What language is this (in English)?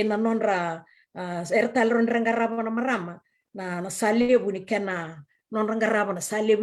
Fijian